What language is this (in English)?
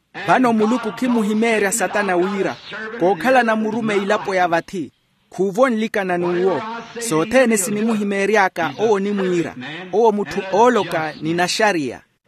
Makhuwa